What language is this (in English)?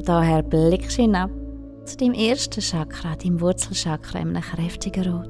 Swiss German